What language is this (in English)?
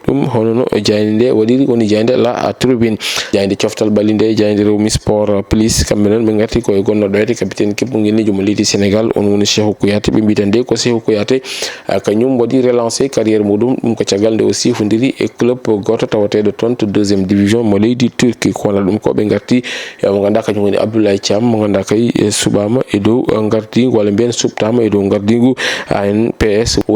Fula